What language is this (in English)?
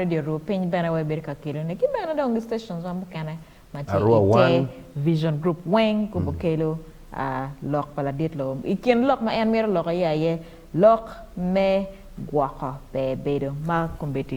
Acoli